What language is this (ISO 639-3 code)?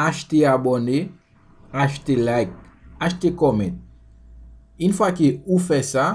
hat